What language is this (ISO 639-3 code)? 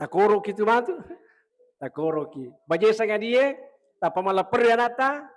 bug